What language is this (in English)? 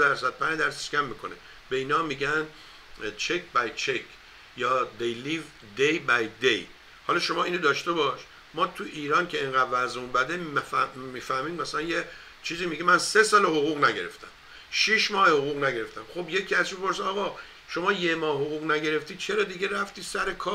Persian